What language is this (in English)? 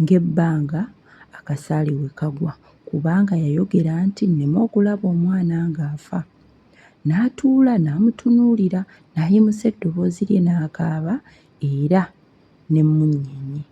Ganda